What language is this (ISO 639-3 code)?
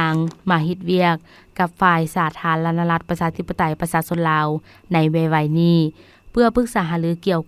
lao